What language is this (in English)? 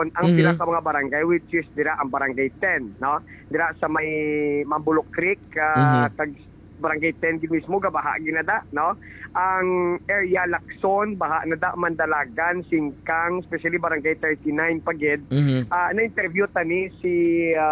Hiligaynon